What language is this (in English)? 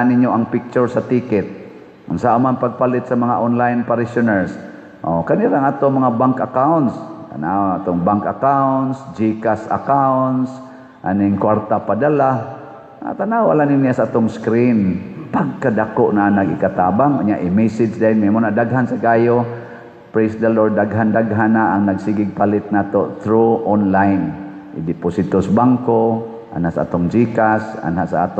Cebuano